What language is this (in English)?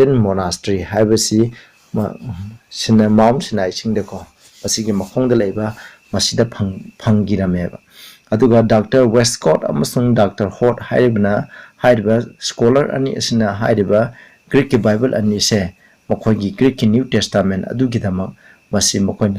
Manipuri